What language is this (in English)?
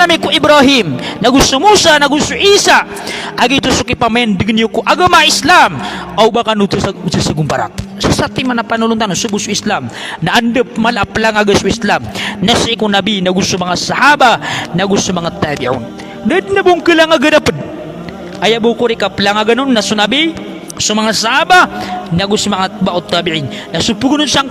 Maranao